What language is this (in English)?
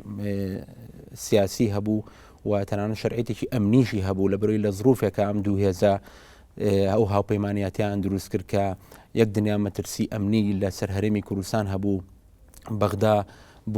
Central Kurdish